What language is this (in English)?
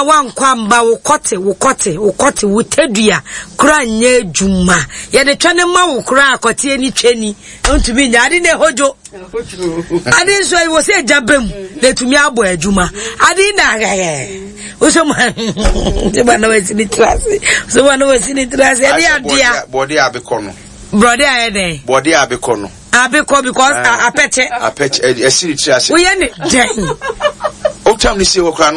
Akan